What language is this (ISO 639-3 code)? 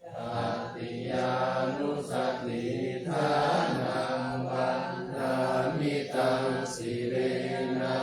pli